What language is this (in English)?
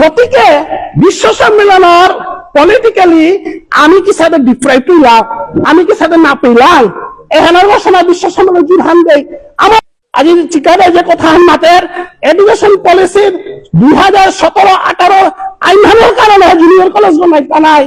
Bishnupriya